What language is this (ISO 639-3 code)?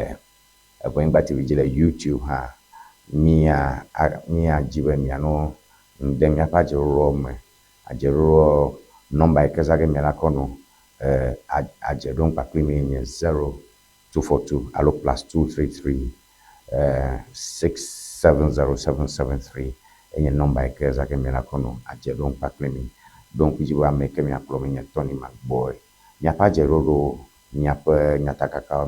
ewe